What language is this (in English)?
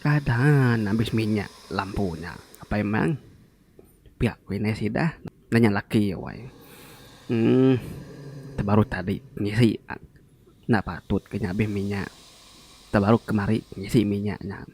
Iban